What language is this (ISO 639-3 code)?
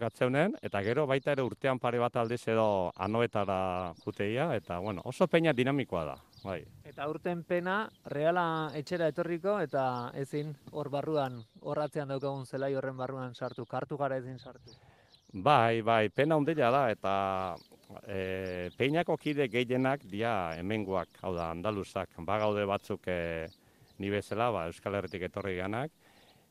eus